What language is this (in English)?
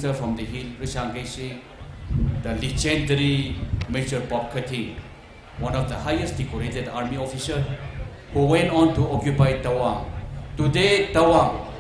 Tangkhul Naga (India)